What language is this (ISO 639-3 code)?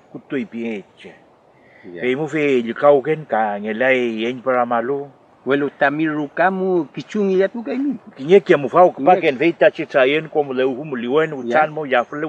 arn